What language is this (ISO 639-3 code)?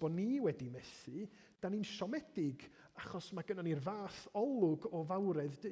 cym